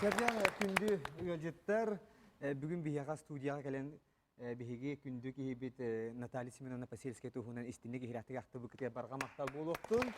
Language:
Yakut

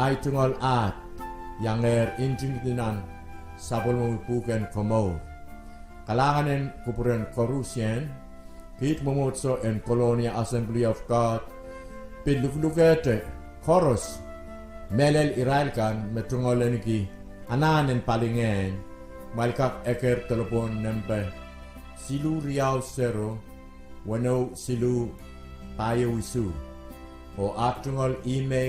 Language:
Pohnpeian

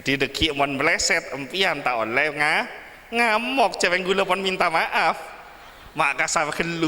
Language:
Madurese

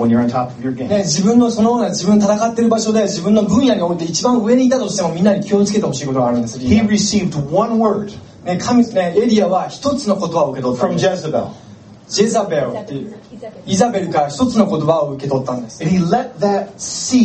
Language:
Japanese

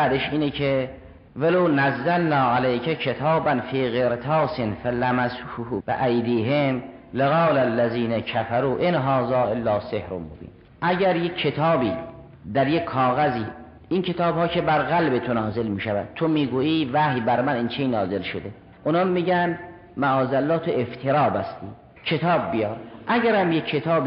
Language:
Persian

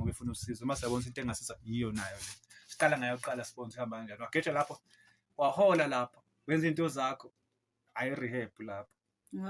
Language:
Zulu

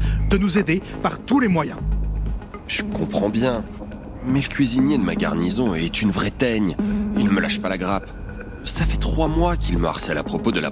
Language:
French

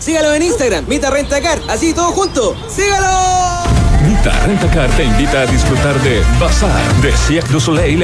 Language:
Spanish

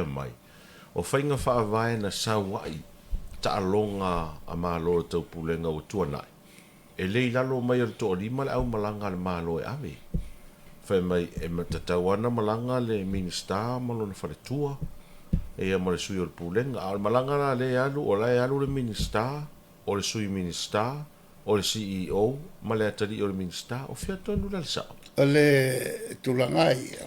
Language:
Samoan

